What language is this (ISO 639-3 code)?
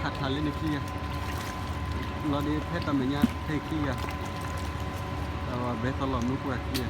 ksw